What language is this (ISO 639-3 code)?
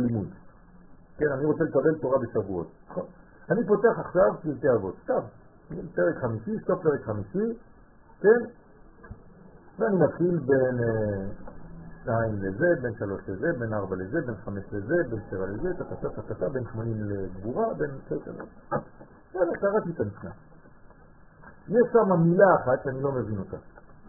heb